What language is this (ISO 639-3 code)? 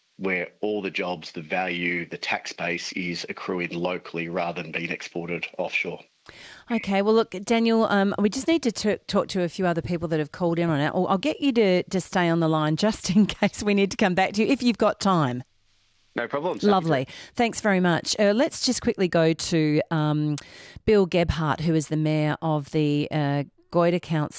eng